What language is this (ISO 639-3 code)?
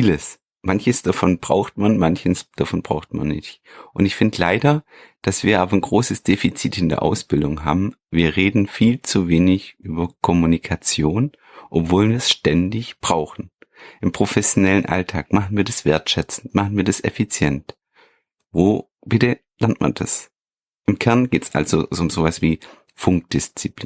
deu